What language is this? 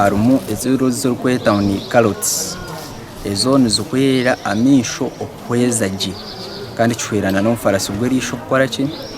Nyankole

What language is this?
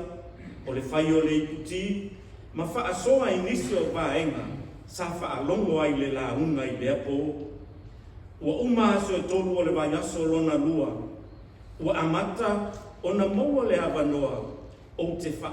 Samoan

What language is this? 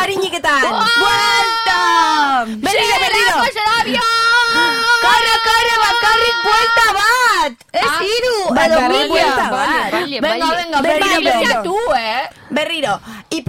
Basque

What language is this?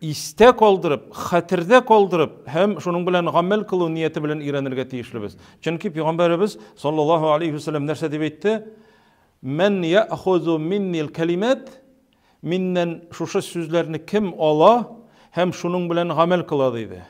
Tatar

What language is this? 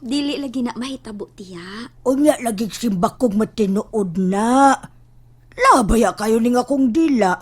Cebuano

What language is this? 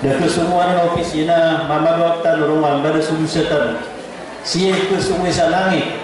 Maranao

